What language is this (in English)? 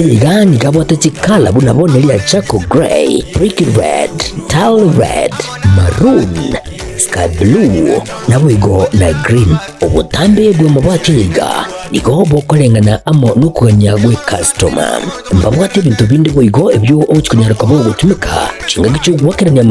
Gusii